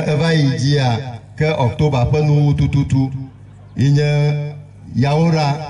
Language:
Ewe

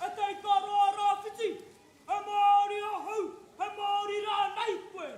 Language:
Māori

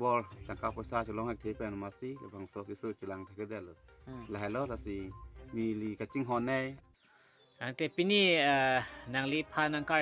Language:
Karbi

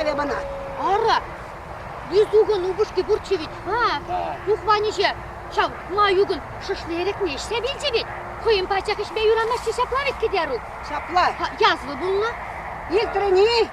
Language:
Chuvash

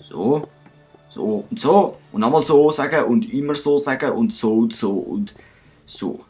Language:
Swiss German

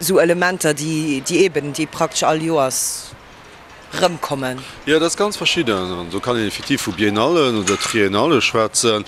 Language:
Luxembourgish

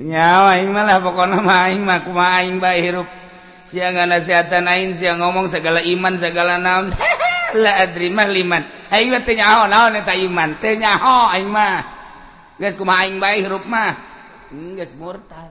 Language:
Sundanese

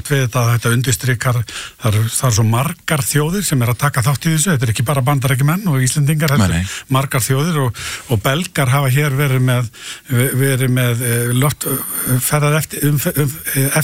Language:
Icelandic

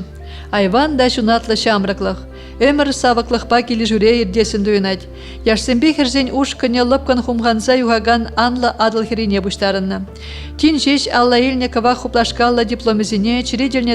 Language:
Chuvash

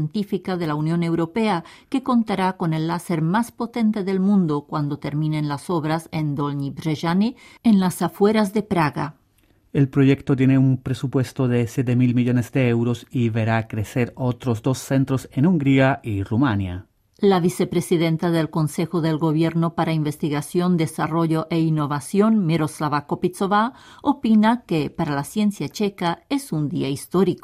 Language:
Spanish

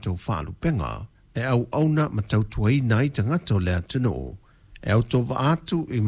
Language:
Samoan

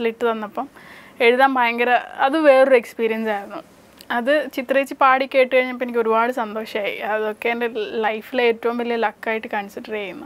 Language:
Malayalam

